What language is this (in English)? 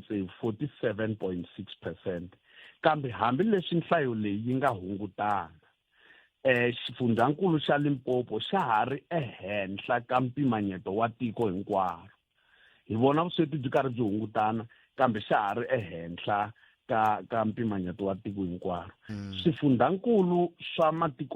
Tsonga